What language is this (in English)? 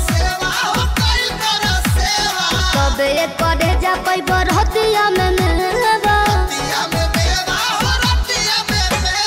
Bhojpuri